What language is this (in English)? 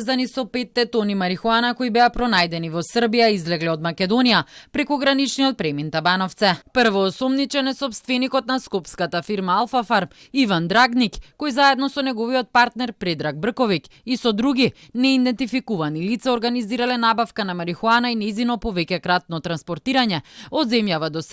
Macedonian